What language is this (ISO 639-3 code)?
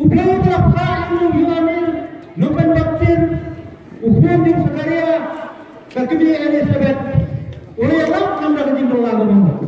kha